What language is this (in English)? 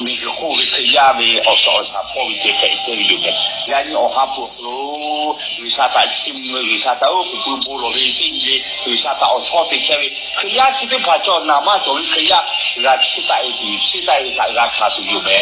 Lahu